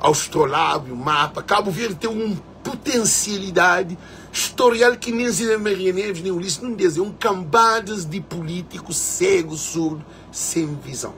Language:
Kabuverdianu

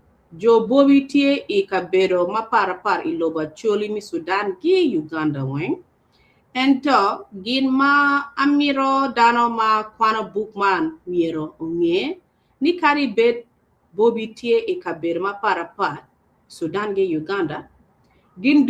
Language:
Acoli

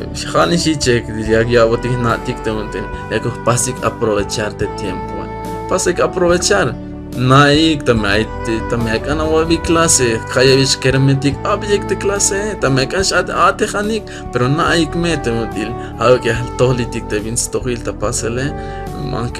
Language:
Tzeltal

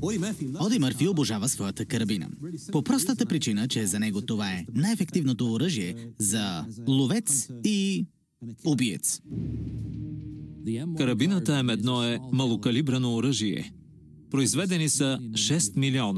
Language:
Bulgarian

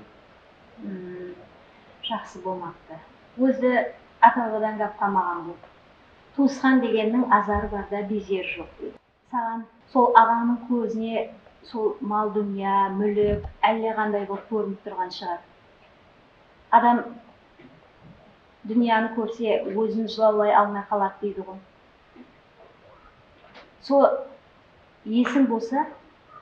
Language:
Kara-Kalpak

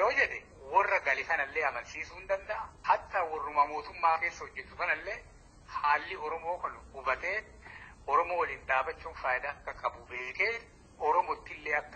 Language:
Oromo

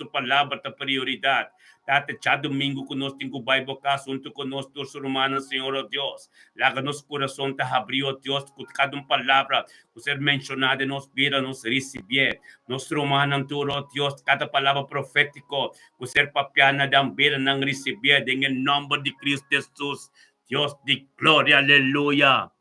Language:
Papiamento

